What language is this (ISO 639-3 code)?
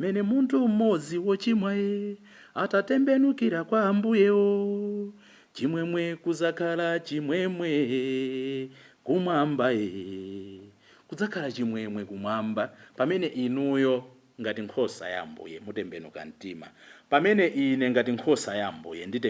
nya